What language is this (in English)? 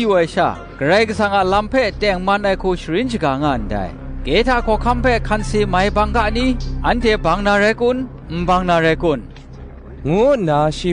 Kachin